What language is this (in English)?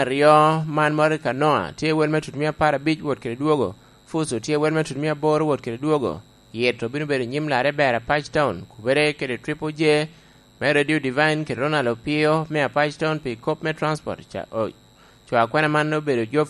Lango (Uganda)